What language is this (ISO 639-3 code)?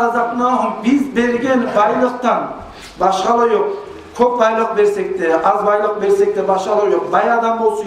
kum